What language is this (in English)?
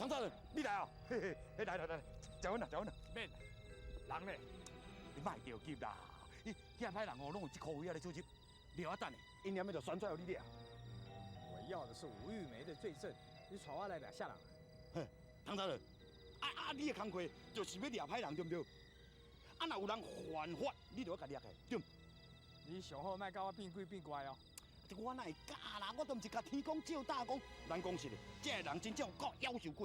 Min Nan Chinese